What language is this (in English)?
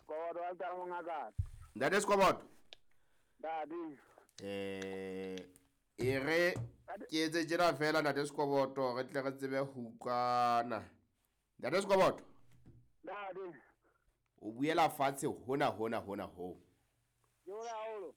Southern Sotho